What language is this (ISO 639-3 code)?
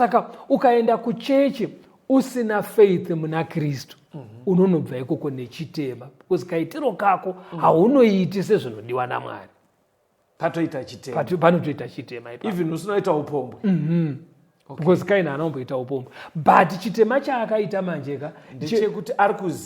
sna